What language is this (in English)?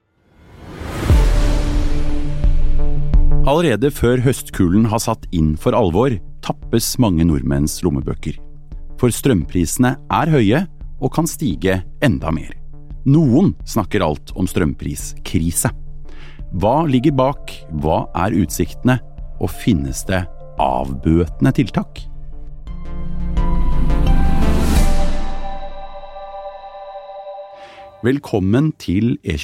Norwegian